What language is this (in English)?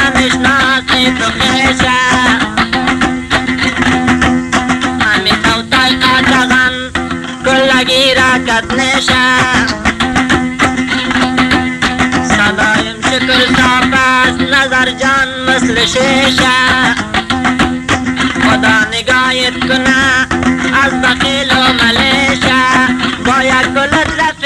Persian